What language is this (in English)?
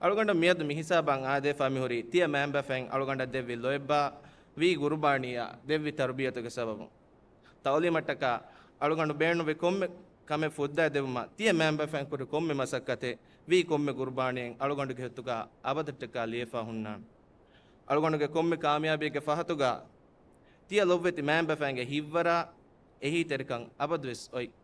Divehi